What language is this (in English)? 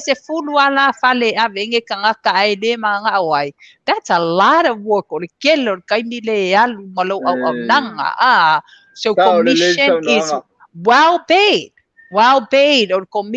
Samoan